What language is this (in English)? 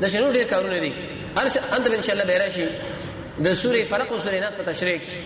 Pashto